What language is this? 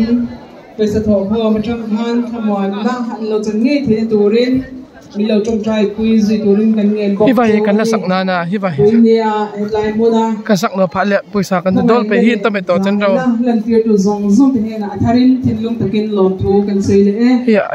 Mizo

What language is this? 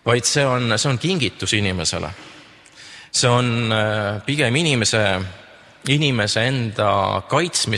Estonian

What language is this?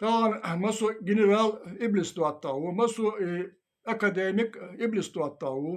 Chechen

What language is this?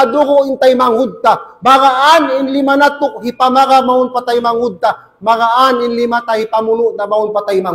Tausug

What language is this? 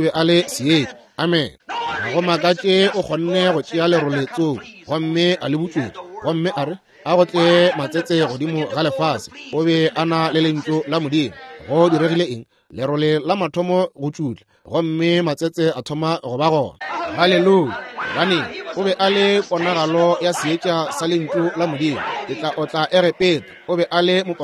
Northern Sotho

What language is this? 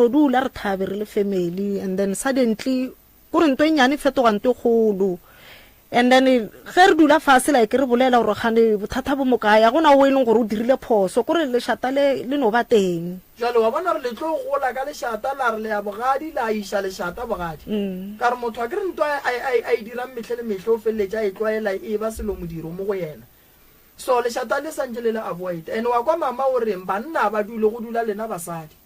Northern Sotho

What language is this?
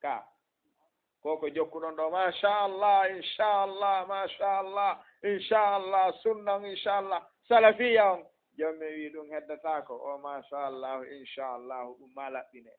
Fula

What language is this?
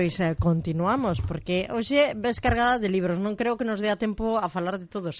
Galician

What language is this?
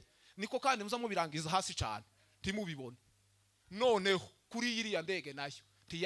Kinyarwanda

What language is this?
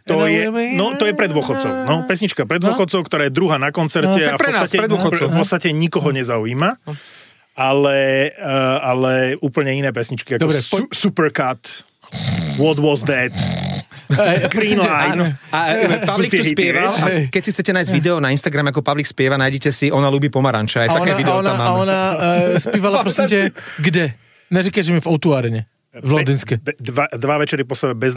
Slovak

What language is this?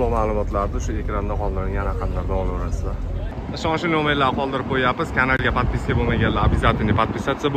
Uzbek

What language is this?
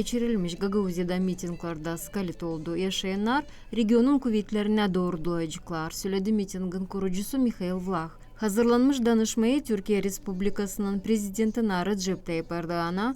Gagauz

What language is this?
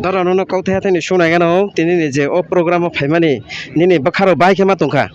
Riang (India)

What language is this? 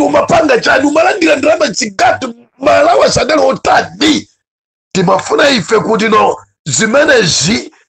Nyanja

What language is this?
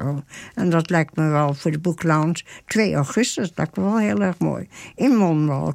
Dutch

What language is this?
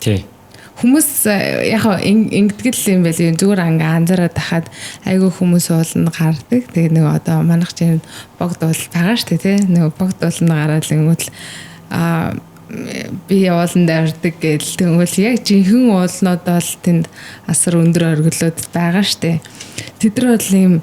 Mongolian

